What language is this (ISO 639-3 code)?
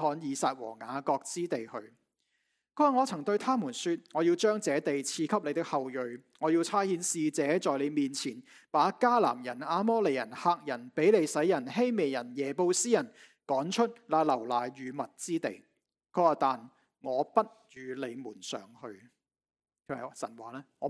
yue